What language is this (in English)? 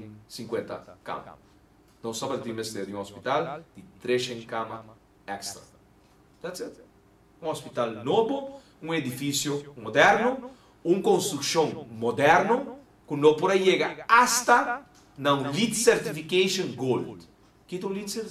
Papiamento